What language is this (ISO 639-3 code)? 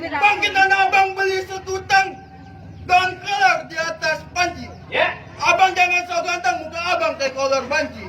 bew